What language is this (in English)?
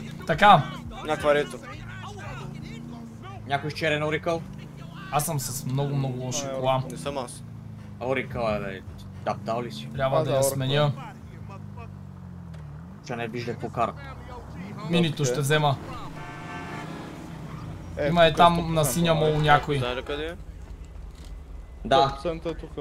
Bulgarian